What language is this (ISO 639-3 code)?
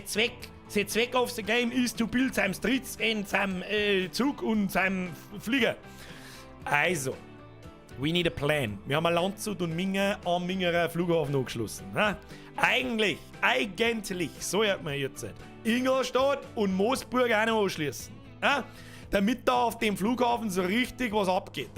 bar